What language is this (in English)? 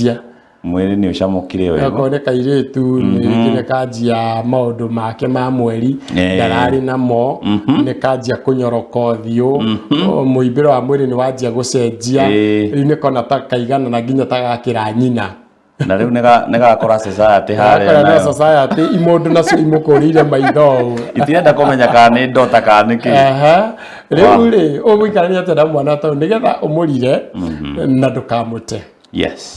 Kikuyu